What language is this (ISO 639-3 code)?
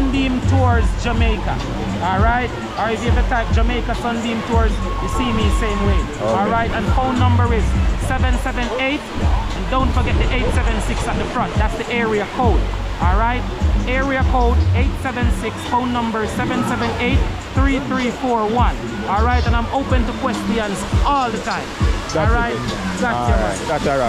jam